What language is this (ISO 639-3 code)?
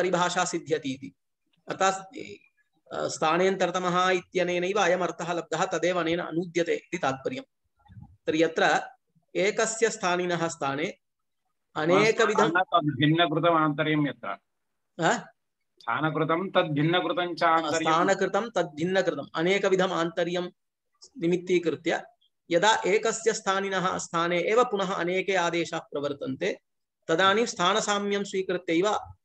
san